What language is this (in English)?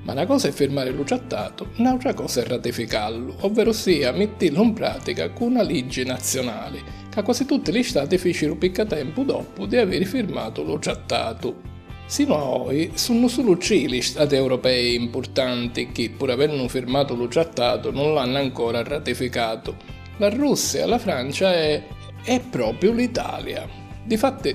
Sicilian